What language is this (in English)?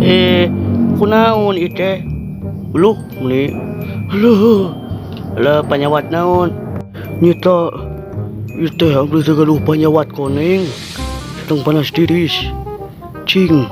Sundanese